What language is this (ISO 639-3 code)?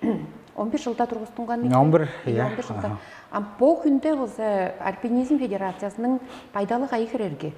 tyv